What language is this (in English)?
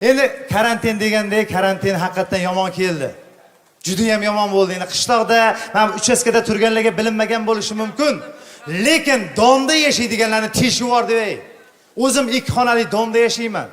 Uzbek